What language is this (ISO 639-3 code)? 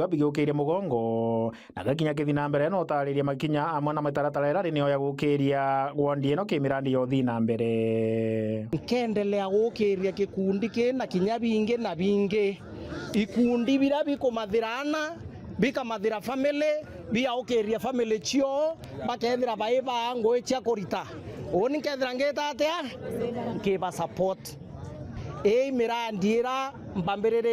mer